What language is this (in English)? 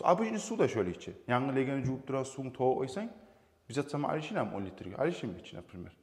Kumyk